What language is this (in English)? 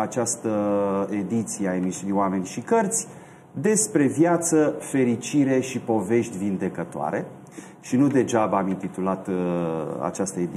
Romanian